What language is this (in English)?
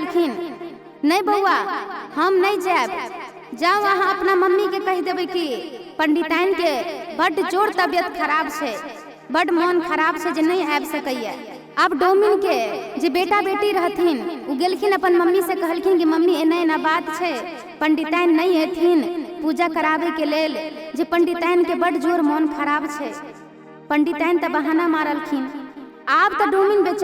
Maithili